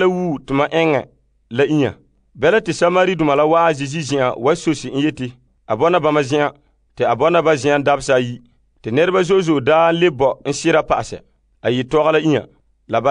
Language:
Frafra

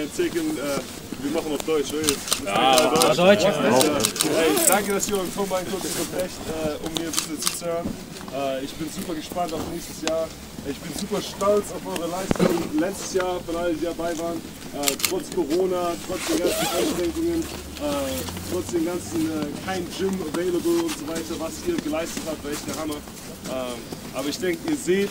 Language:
German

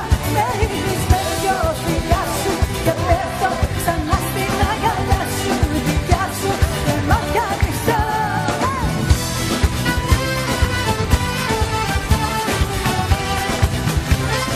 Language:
Greek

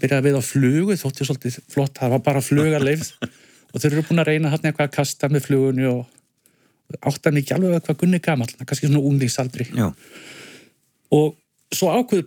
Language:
Icelandic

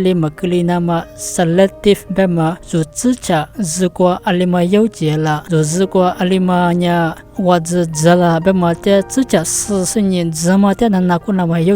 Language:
Lisu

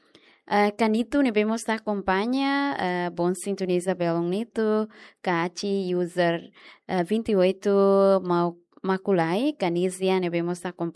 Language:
Tetum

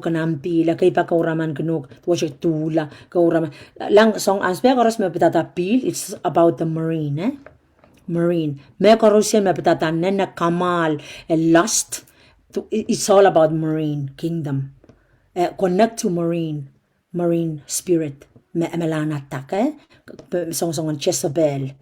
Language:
Pohnpeian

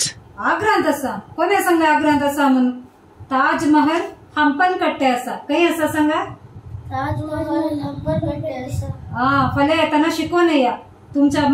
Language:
Konkani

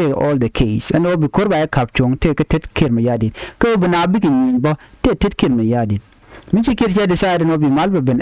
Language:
Nuer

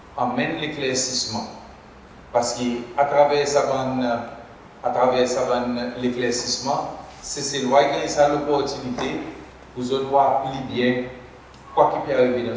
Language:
Seselwa Creole French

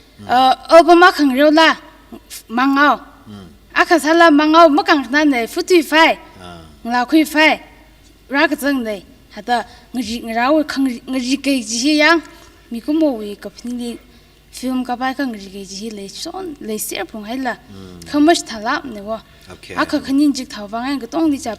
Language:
Tangkhul Naga (India)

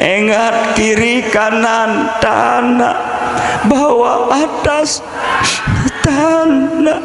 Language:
Sasak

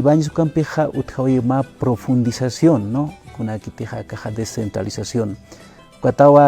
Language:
Aymara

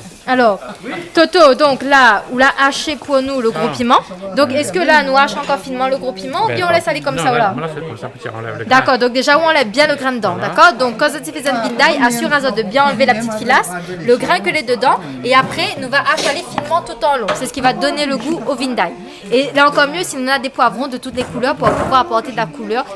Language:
Réunion Creole French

